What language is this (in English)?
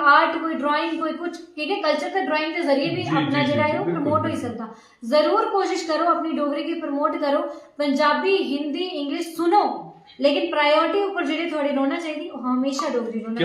Dogri